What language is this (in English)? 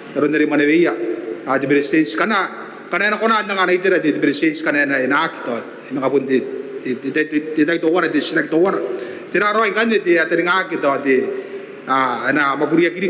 Gilbertese